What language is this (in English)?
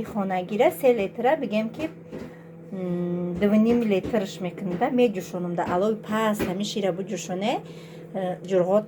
Tajik